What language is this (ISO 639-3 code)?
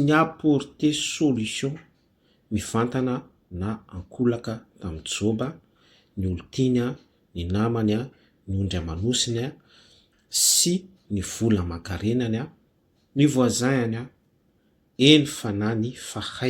mlg